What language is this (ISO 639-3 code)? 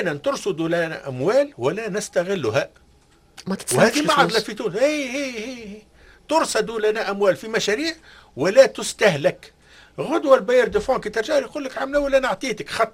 aeb